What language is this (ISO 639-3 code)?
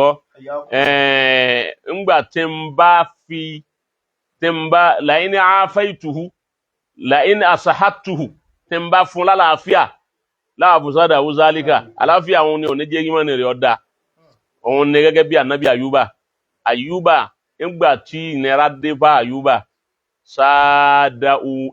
yor